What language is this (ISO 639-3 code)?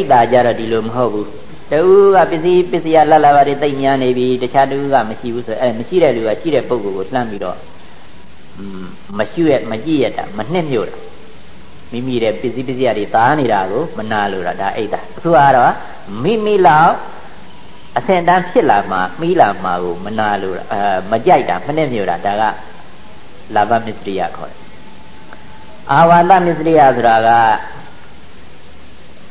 mya